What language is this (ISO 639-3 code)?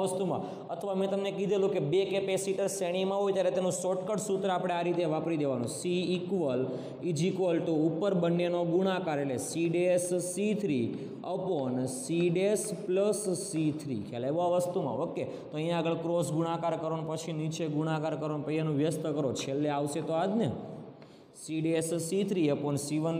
guj